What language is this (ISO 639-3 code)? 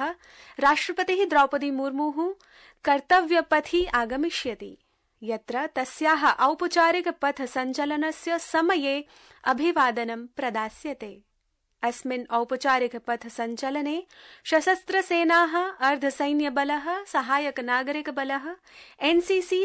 san